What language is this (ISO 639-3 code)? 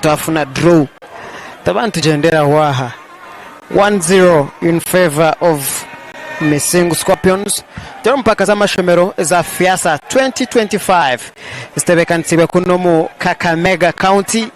nyn